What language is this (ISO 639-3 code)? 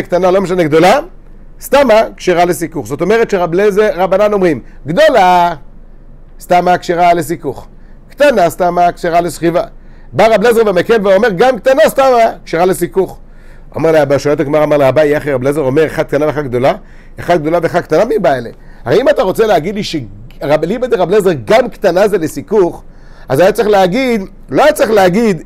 heb